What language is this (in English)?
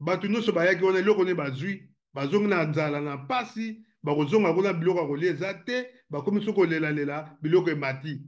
Lingala